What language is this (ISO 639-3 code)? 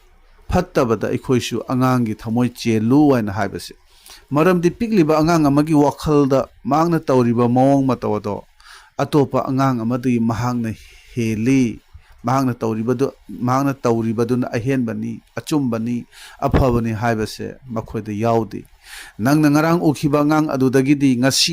mni